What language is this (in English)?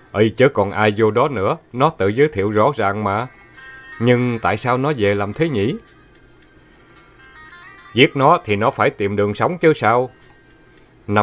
Vietnamese